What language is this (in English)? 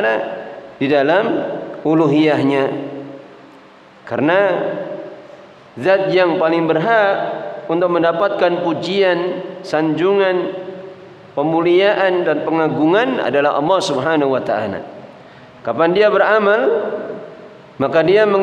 Indonesian